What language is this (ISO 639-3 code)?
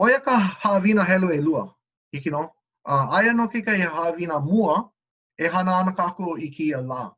haw